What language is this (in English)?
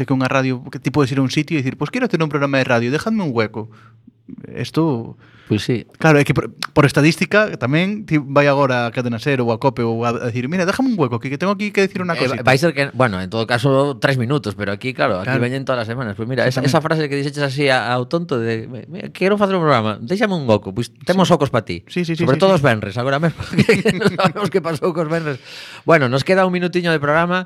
Galician